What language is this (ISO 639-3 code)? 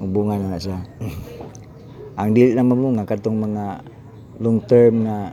ceb